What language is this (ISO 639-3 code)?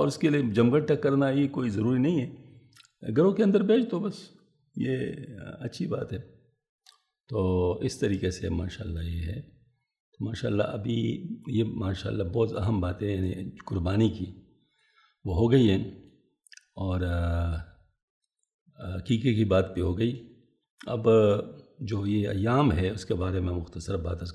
urd